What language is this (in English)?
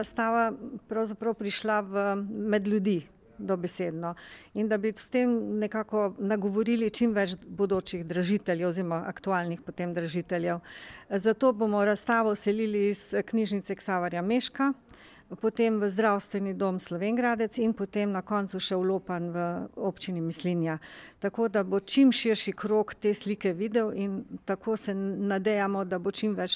Slovenian